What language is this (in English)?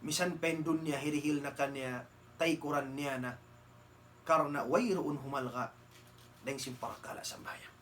Tausug